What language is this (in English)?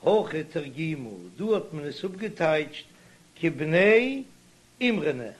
Yiddish